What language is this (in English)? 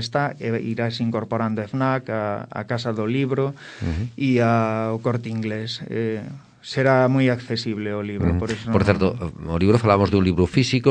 Galician